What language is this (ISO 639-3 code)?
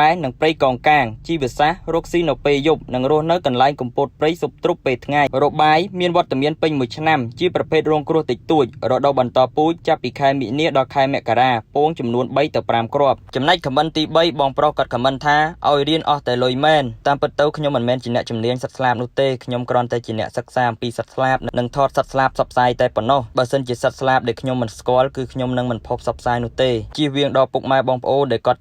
khm